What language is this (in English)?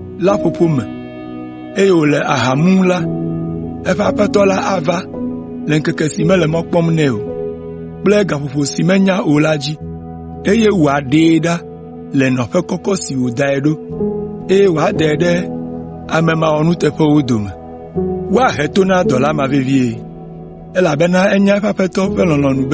Ewe